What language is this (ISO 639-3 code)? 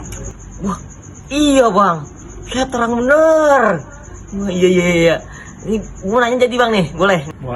bew